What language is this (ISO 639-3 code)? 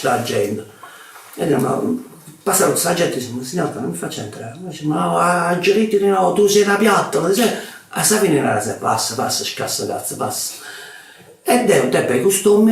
srd